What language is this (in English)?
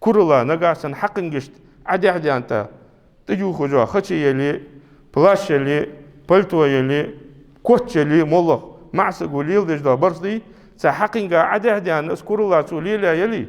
Ingush